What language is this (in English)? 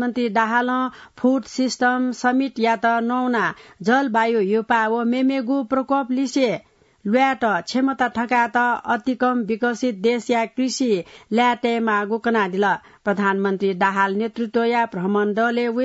Newari